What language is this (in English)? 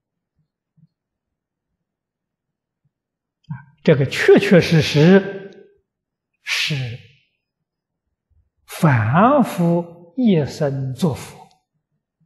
Chinese